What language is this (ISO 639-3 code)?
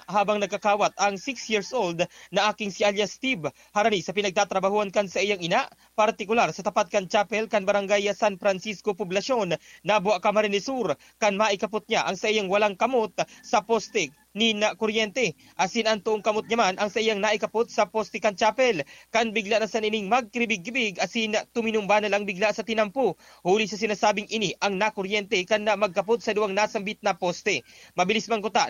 bik